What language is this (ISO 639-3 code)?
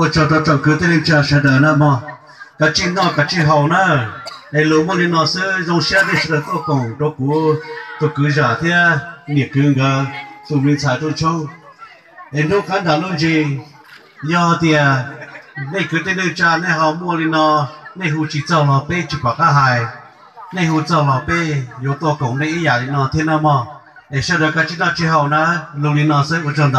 hmn